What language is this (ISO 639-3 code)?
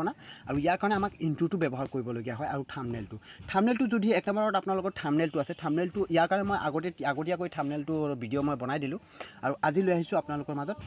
asm